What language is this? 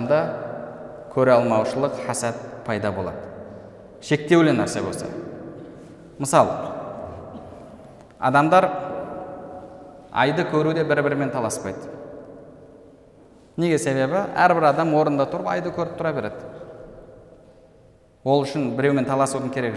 Kazakh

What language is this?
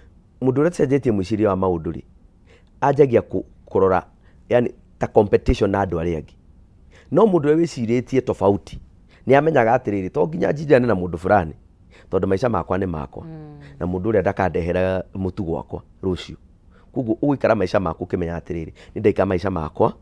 Kikuyu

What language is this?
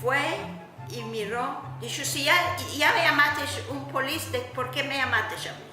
Ladino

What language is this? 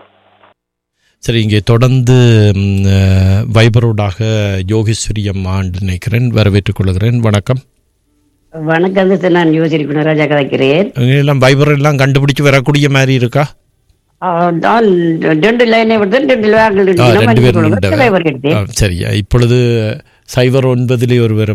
Tamil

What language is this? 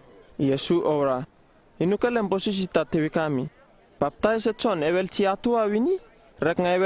Uripiv-Wala-Rano-Atchin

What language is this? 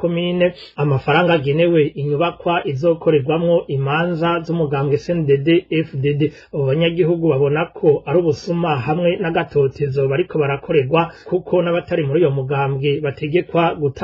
Rundi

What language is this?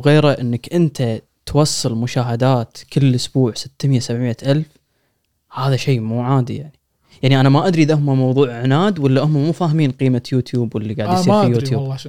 Gulf Arabic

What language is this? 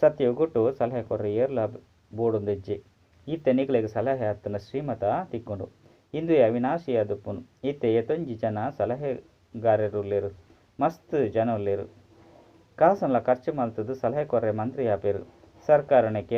Tulu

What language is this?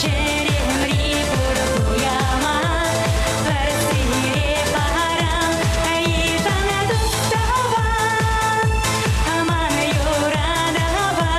Chuvash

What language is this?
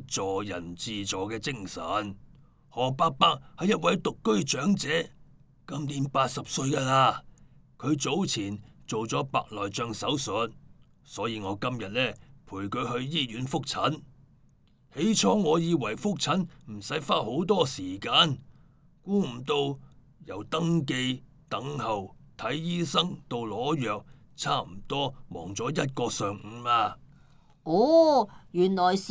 Cantonese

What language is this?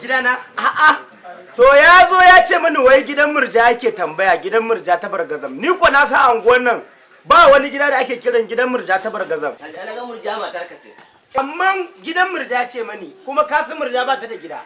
Hausa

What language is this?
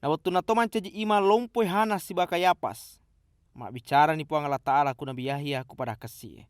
Buginese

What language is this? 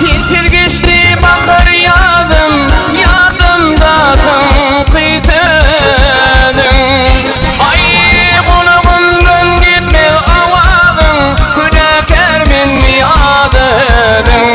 Turkmen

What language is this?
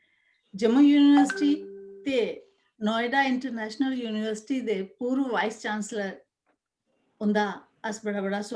Dogri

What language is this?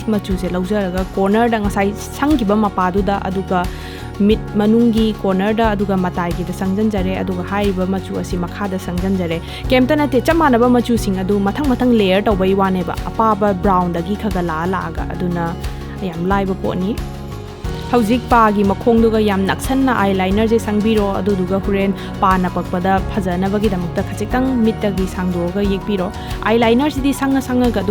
Manipuri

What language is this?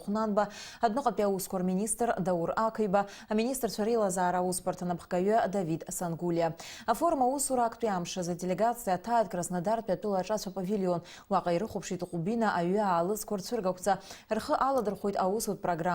Abkhazian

